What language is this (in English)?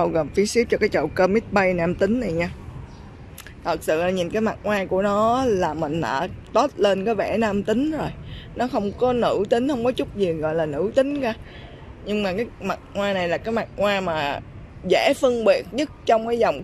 Vietnamese